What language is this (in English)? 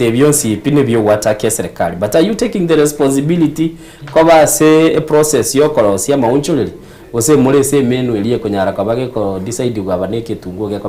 Gusii